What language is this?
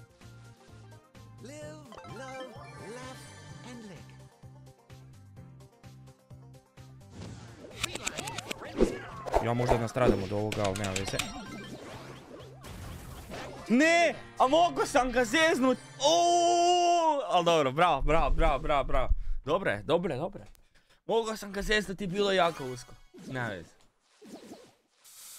Croatian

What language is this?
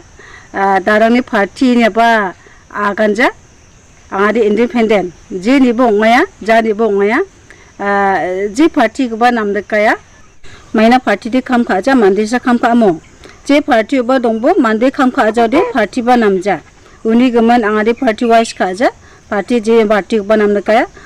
Garo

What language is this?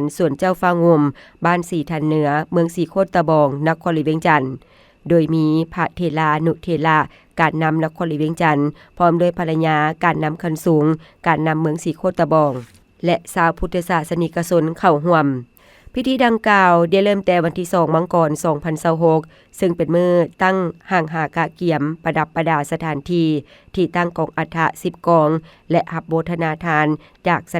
Lao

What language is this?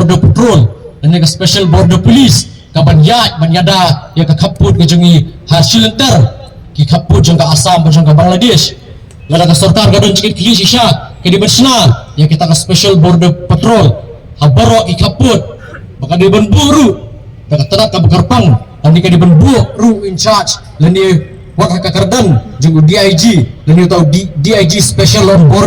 Khasi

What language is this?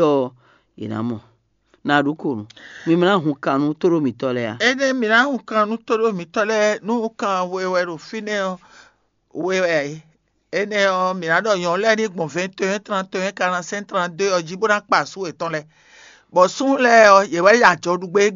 Fon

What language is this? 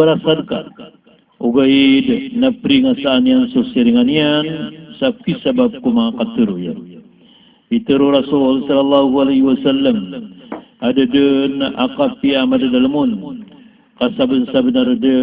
Maranao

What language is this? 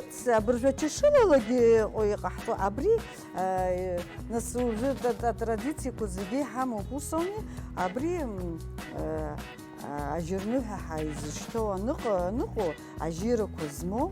Abkhazian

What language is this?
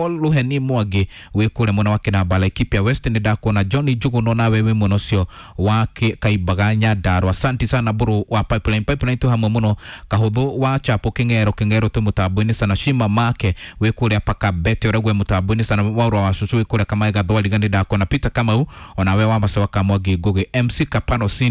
Kikuyu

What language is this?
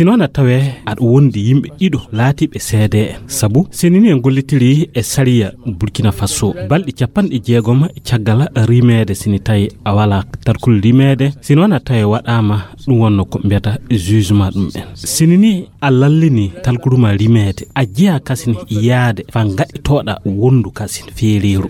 Fula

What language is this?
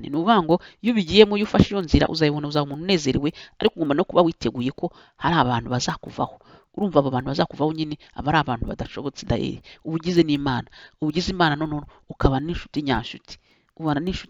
Kinyarwanda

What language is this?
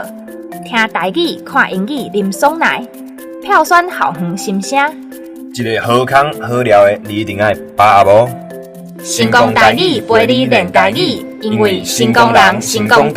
Min Nan Chinese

